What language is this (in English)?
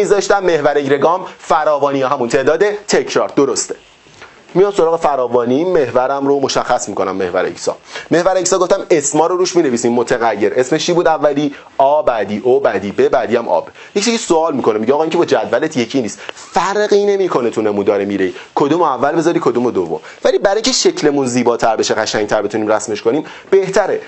Persian